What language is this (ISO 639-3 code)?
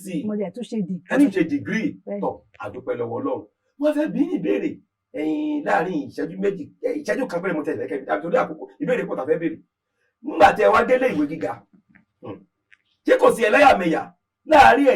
yor